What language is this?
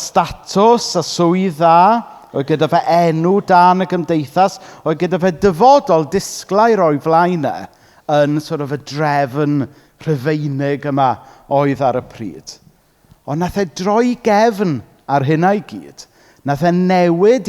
Welsh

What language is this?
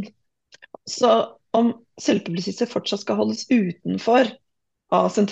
Norwegian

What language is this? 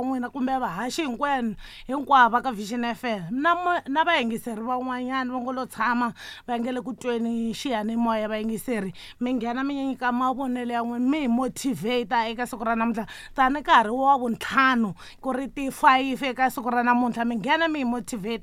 Tsonga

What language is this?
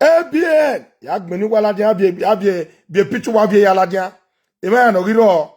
Nigerian Pidgin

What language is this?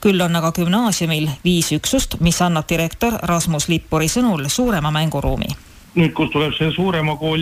Estonian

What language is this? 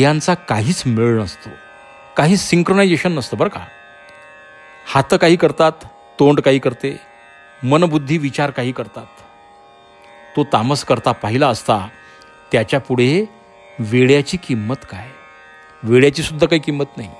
Marathi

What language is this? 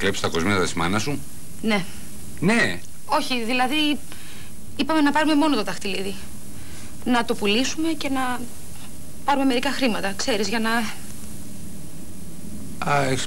Greek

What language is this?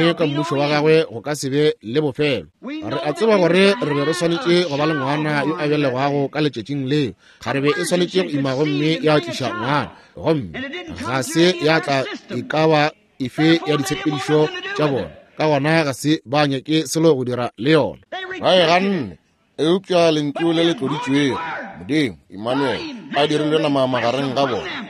Northern Sotho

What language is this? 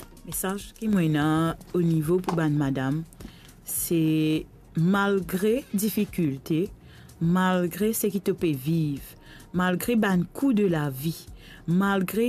Morisyen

